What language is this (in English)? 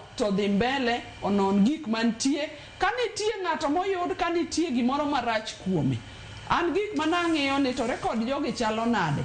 Luo (Kenya and Tanzania)